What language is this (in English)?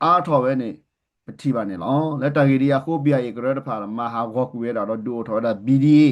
S'gaw Karen